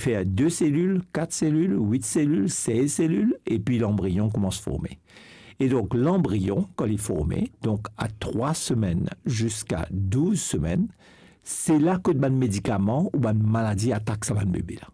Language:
Morisyen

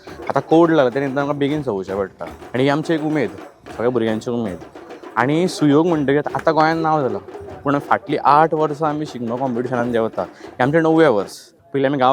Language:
Konkani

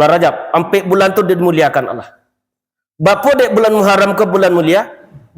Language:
Minangkabau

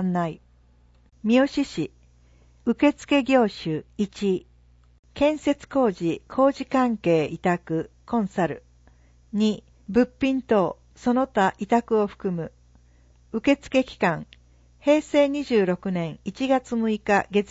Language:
Japanese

